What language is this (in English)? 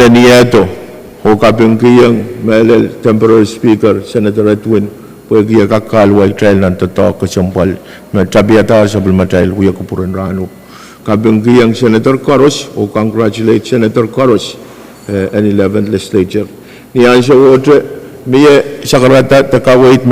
Pohnpeian